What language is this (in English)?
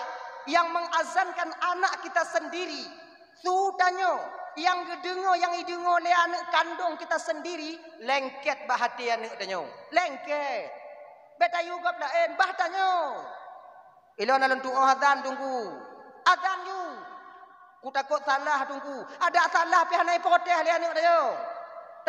Achinese